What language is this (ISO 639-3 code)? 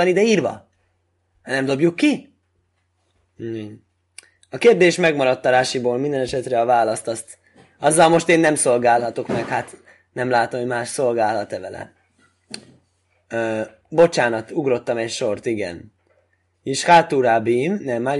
hun